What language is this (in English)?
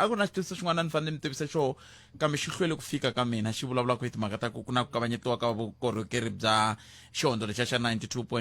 Tsonga